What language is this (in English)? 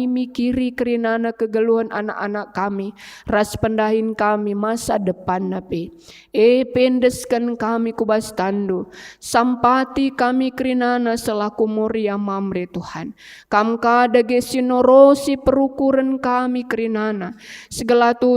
Batak Karo